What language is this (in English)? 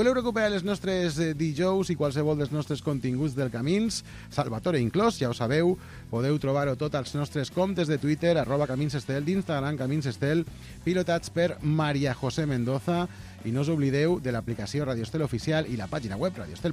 Catalan